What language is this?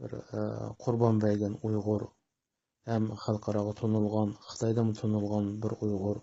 Uyghur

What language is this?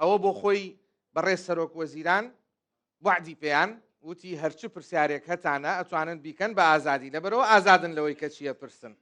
Central Kurdish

